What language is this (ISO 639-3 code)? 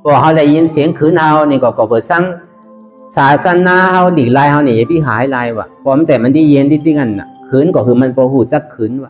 shn